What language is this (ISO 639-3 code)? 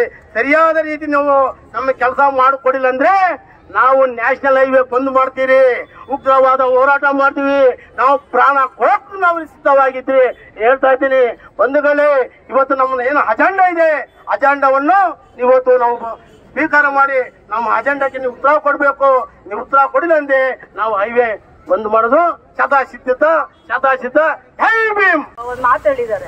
kan